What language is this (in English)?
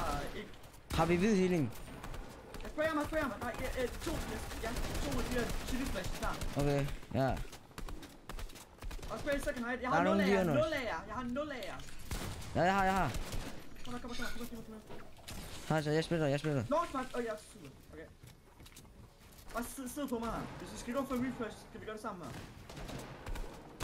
Danish